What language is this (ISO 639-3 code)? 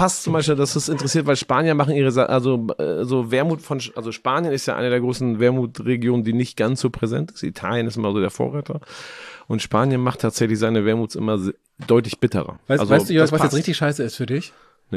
deu